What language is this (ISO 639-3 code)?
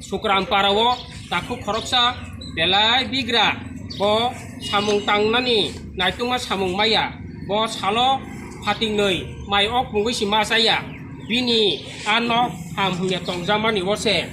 trp